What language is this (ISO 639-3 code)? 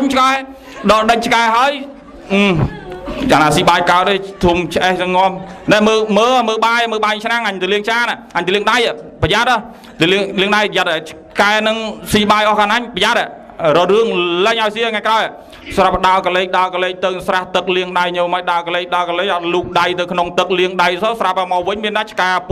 khm